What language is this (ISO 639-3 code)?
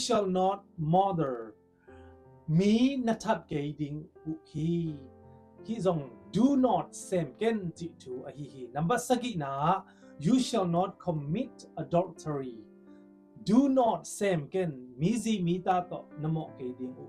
ctd